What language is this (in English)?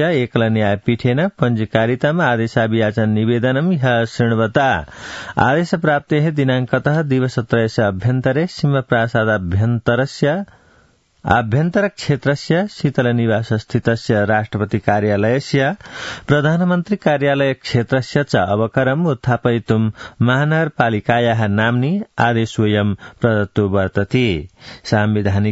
Sanskrit